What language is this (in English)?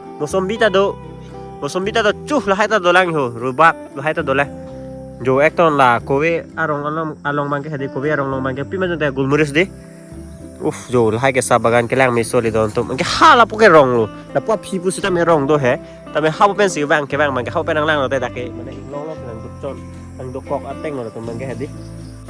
Karbi